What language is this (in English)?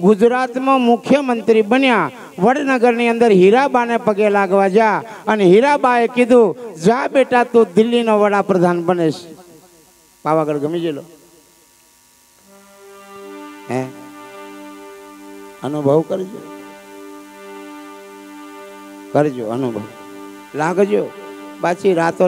Gujarati